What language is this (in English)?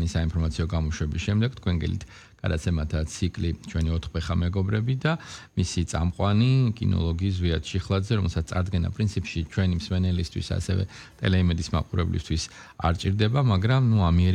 Georgian